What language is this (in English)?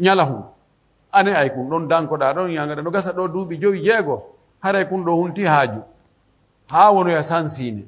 Pular